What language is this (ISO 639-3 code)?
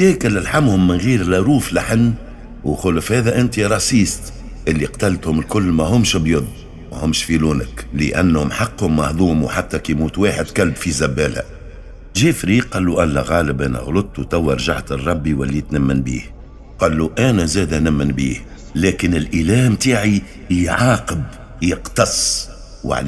aeb